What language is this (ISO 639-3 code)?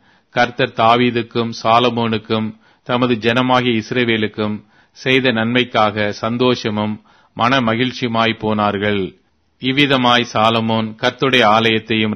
tam